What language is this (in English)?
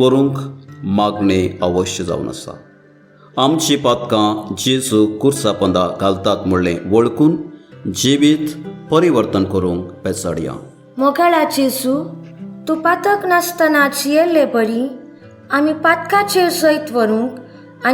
Konkani